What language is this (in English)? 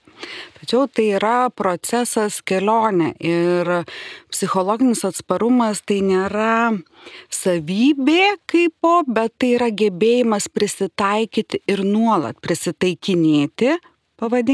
Lithuanian